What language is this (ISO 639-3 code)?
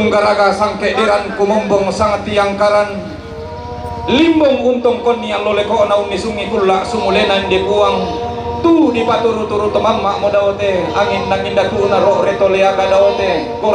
sda